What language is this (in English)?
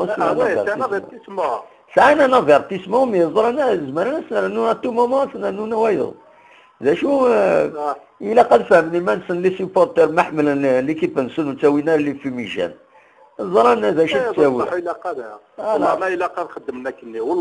Kabyle